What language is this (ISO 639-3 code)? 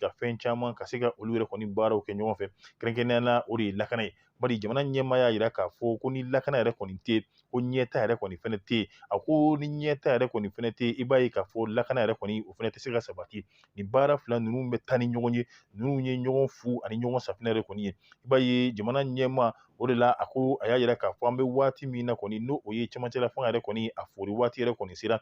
bam